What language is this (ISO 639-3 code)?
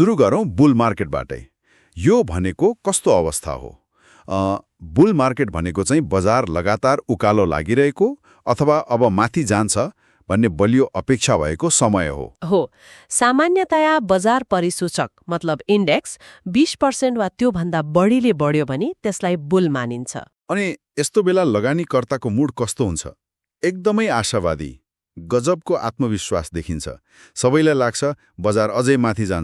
nep